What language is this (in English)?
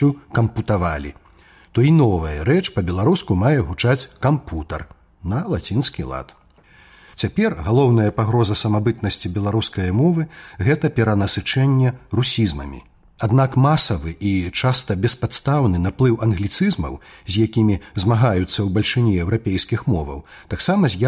Belarusian